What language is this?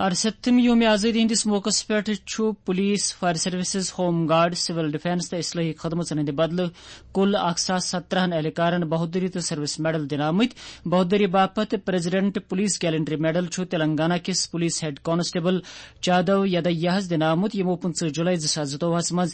Kashmiri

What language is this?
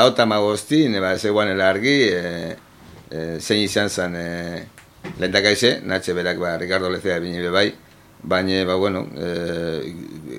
Basque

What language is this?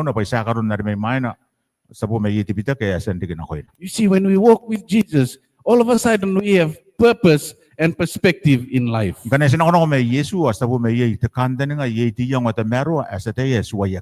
Gilbertese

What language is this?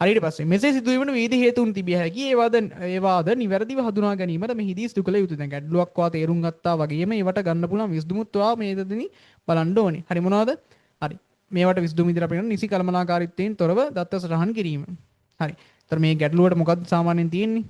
Sinhala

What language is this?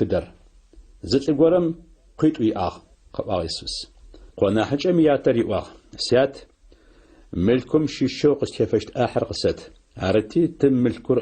Adyghe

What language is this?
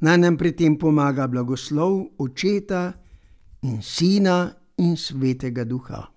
Slovenian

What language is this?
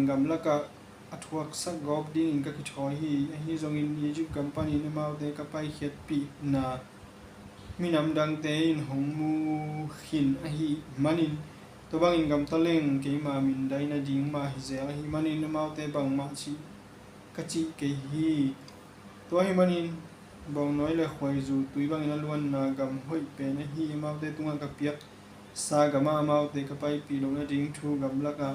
Tedim Chin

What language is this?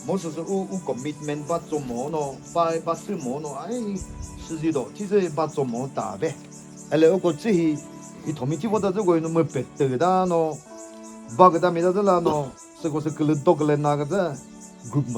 Chokri Naga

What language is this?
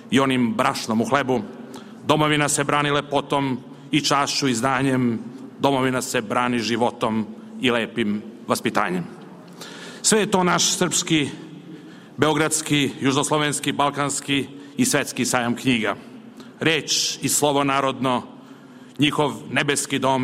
Serbian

